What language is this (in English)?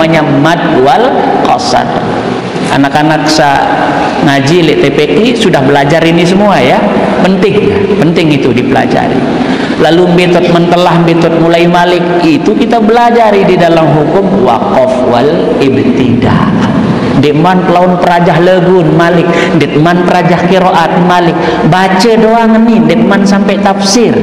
Sasak